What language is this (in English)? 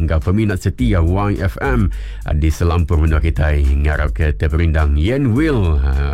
Iban